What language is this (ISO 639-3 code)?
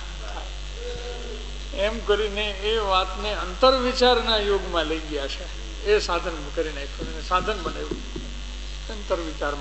guj